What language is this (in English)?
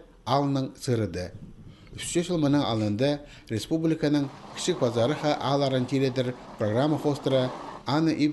Khakas